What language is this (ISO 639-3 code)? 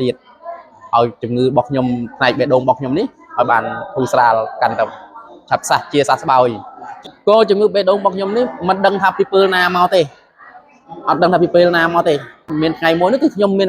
khm